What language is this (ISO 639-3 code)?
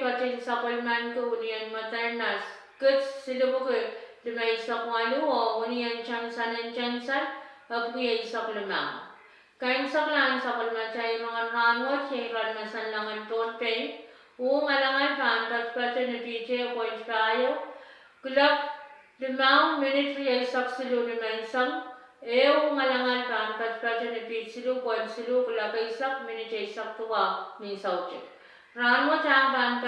pon